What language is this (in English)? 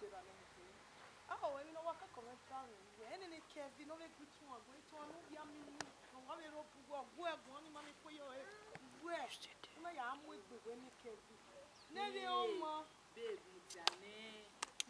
Bini